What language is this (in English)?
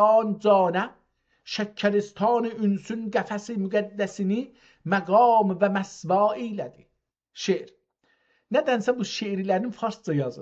South Azerbaijani